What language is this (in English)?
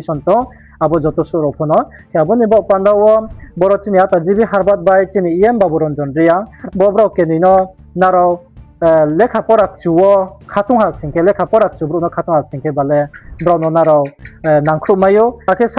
Riang (India)